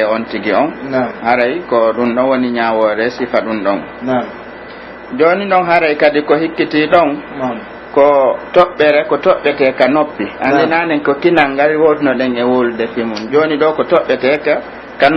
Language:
Pular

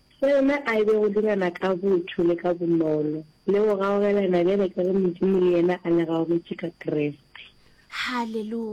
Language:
Northern Sotho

